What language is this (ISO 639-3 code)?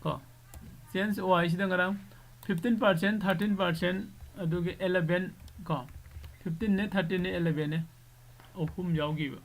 mni